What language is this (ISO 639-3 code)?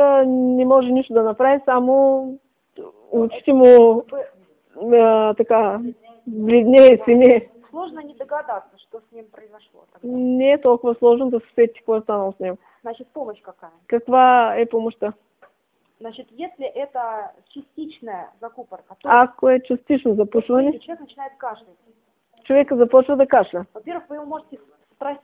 bul